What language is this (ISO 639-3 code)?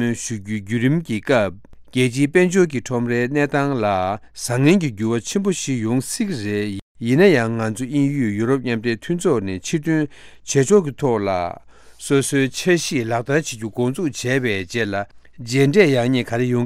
bod